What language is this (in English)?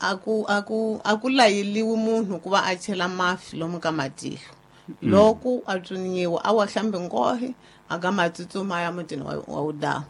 Tsonga